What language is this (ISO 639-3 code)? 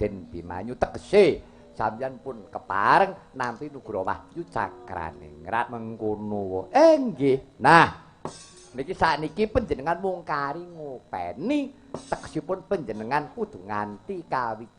jav